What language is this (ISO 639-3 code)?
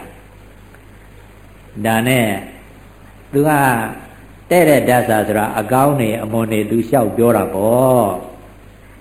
mya